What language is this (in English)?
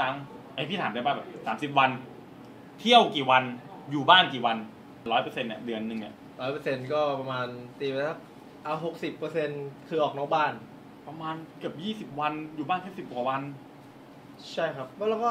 Thai